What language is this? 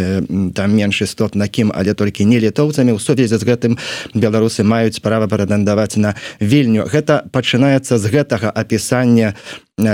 Belarusian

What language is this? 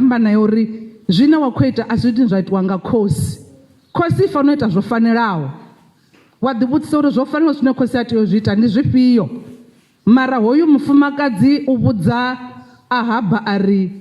Venda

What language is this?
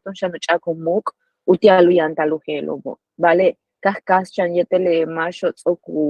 Yucateco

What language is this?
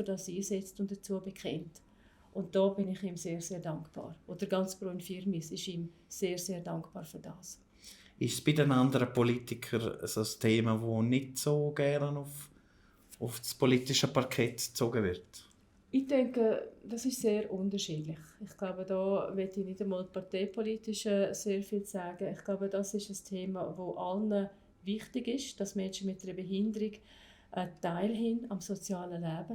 Swiss German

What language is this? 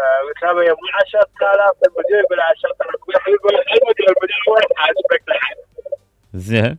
Mesopotamian Arabic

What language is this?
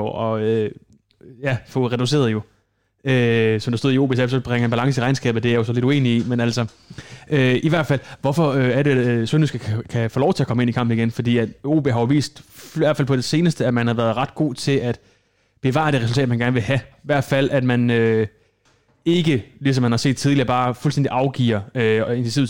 Danish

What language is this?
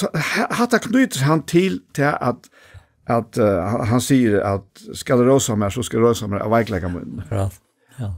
Faroese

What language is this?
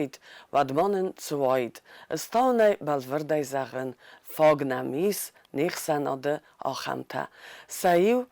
Ossetic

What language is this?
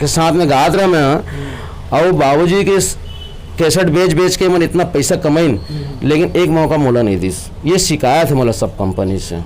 Chhattisgarhi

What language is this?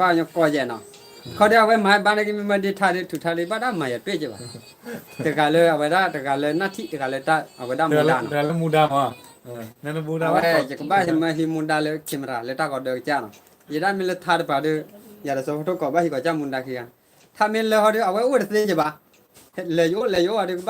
S'gaw Karen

